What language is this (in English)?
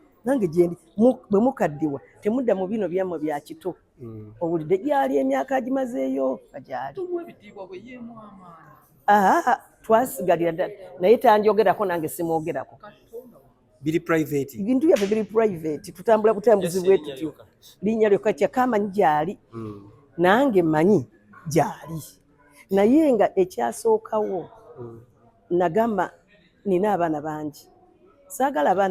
Ganda